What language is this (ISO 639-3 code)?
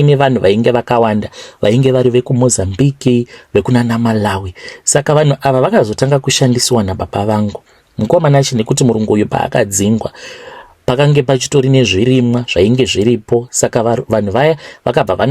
sna